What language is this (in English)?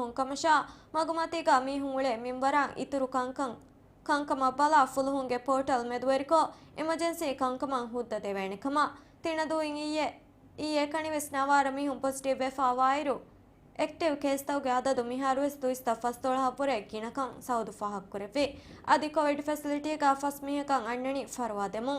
Divehi